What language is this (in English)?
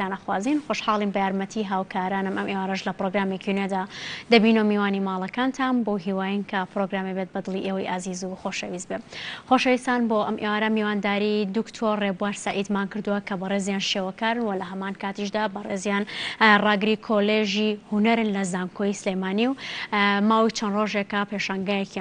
Central Kurdish